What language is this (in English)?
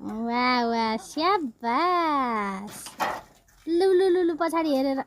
Nepali